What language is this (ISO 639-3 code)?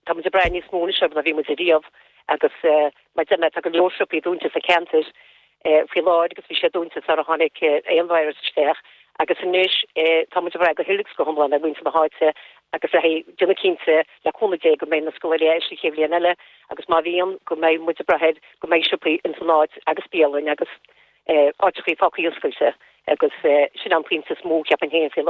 gle